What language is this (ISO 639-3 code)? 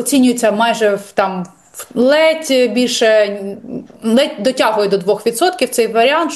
ukr